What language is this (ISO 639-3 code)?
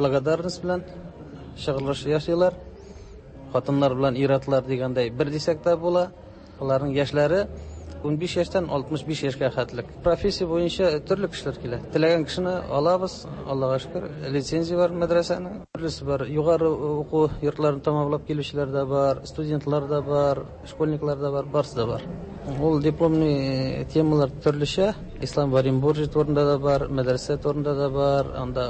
tat